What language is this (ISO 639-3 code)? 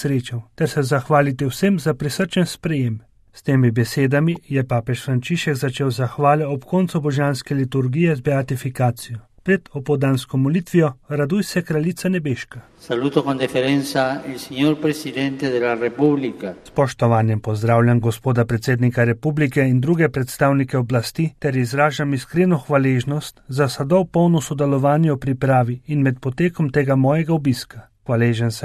slv